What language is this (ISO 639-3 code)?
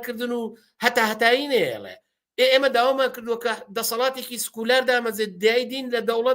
ckb